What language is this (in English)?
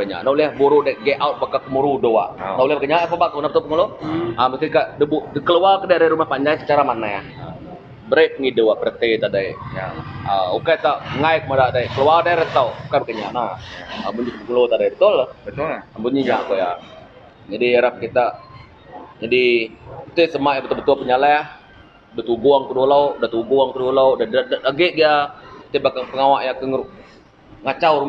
Iban